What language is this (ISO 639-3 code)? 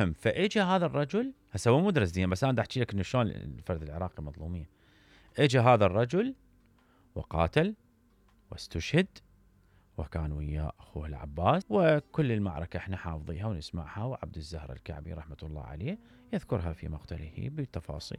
acm